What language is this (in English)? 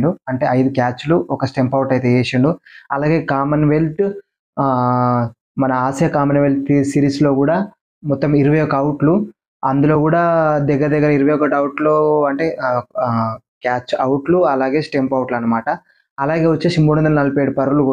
Telugu